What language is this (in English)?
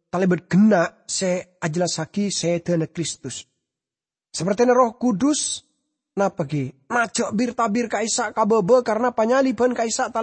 Madurese